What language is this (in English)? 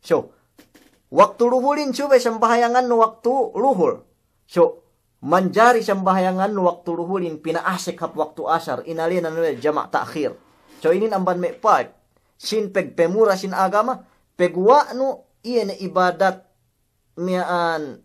Yakan